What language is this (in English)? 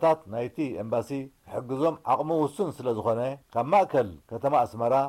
Tigrinya